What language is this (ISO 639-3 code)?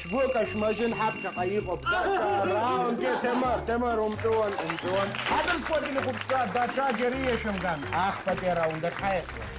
abk